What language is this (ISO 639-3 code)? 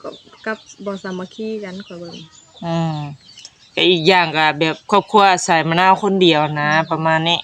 tts